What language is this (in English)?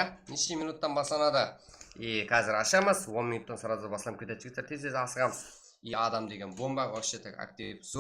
Kara-Kalpak